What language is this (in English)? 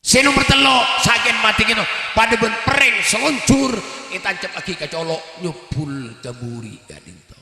Madurese